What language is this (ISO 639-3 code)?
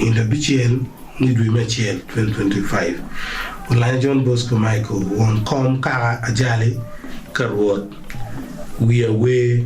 ach